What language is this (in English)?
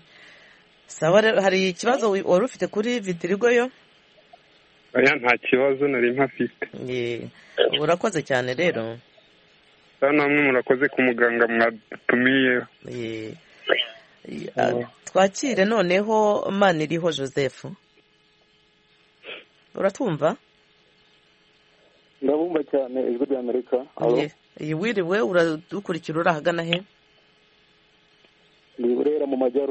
Kinyarwanda